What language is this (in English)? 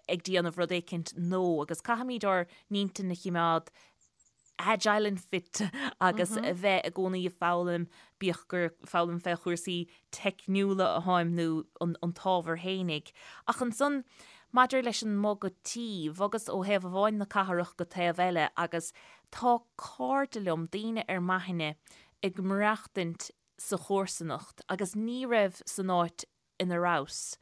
Irish